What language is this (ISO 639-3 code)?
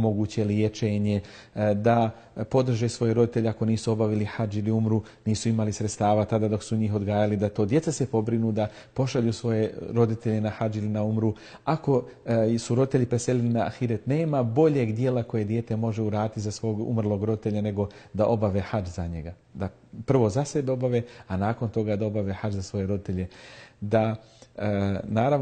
bos